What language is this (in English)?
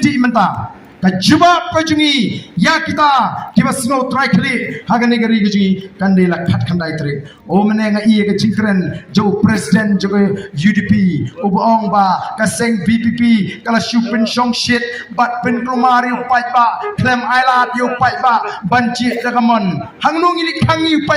Khasi